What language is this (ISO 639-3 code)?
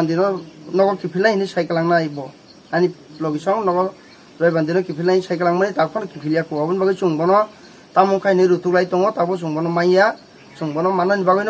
trp